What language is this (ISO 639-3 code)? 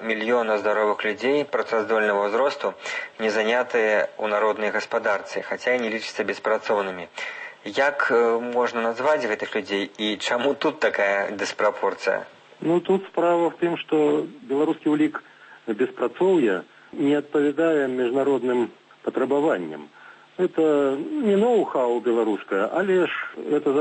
bel